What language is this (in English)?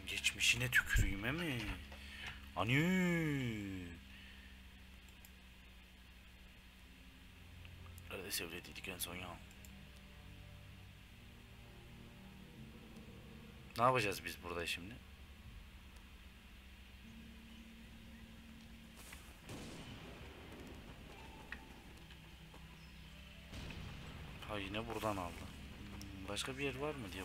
Turkish